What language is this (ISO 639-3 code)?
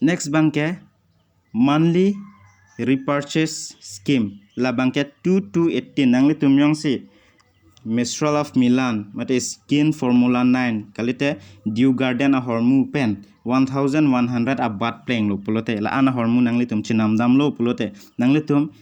mjw